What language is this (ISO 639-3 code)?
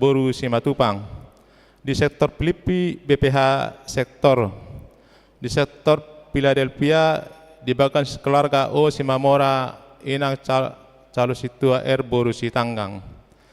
bbc